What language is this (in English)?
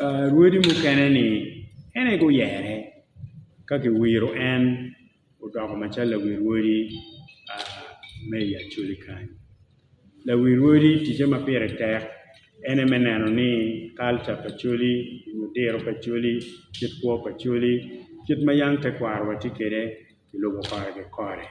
Acoli